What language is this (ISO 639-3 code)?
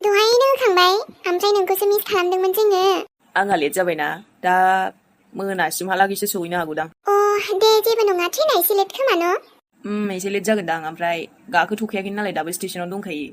brx